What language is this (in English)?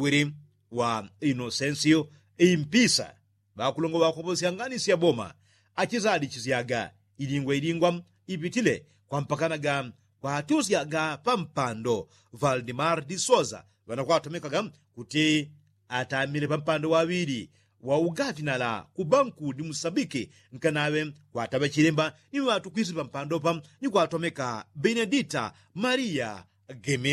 Yao